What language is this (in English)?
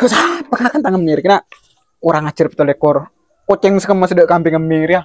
Madurese